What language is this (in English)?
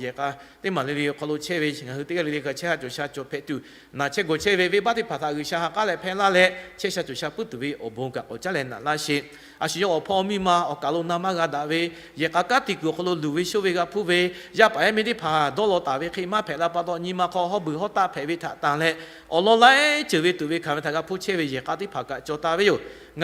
Lahu